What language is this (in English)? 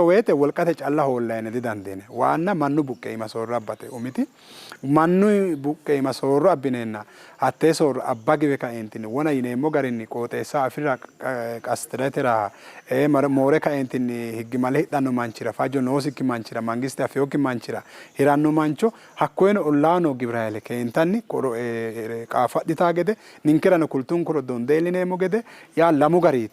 Sidamo